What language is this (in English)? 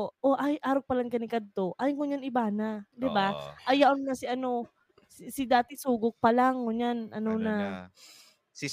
Bikol